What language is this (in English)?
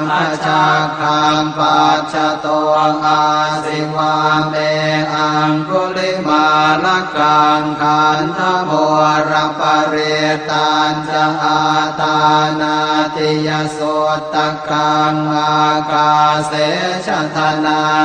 Pali